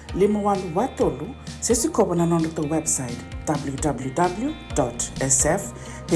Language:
Fijian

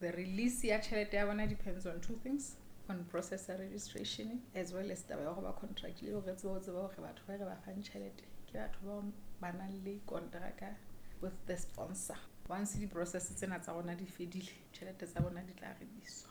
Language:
Southern Sotho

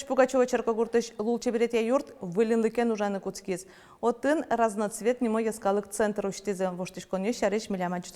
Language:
Udmurt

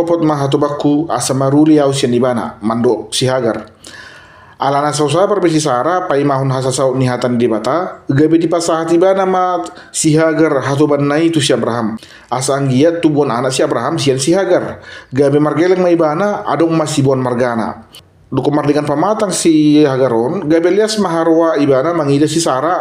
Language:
Batak Toba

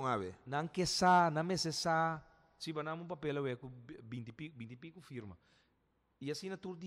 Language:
Papiamento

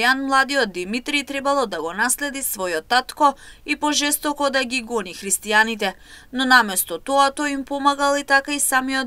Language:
Macedonian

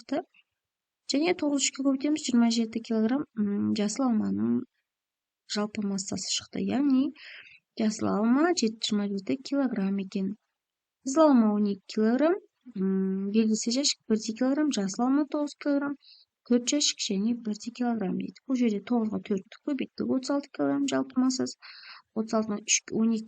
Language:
Kazakh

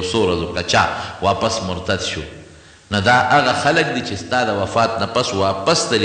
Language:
Pashto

